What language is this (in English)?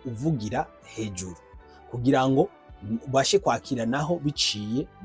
Rundi